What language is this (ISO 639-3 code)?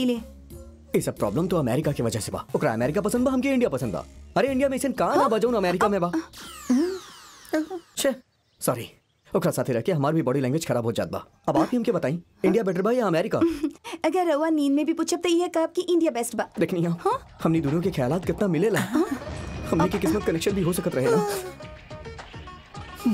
bho